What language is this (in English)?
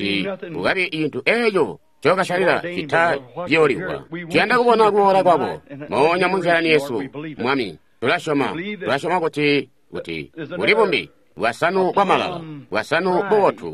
Tonga (Zambia)